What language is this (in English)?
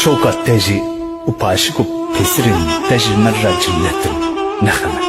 Kurdish